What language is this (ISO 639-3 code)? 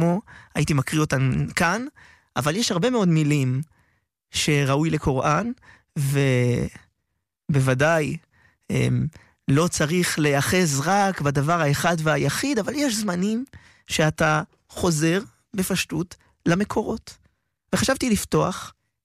heb